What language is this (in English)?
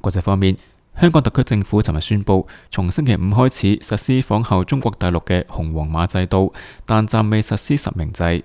Cantonese